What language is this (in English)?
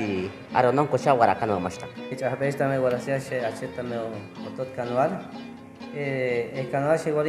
Chortí